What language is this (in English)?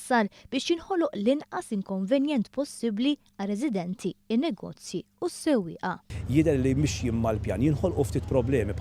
Maltese